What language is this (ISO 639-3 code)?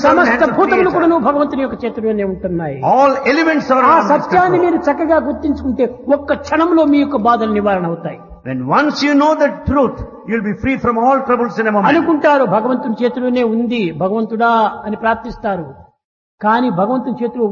tel